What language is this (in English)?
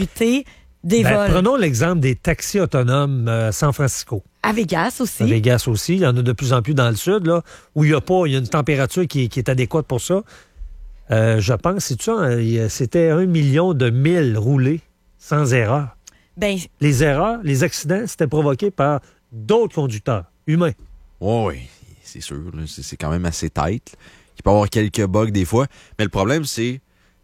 French